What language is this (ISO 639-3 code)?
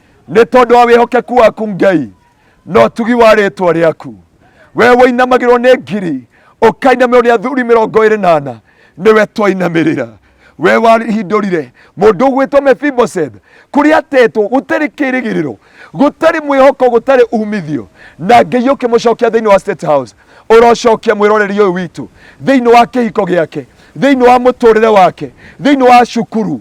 kik